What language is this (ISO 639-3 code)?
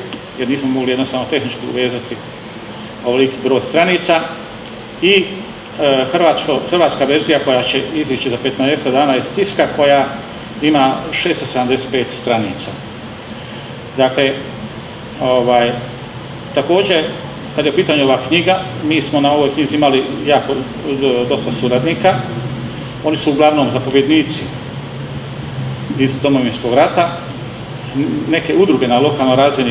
hrv